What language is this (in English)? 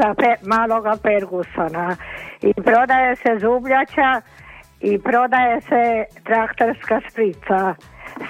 Croatian